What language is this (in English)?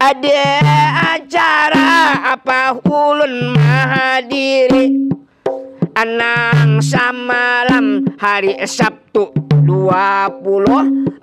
Banjar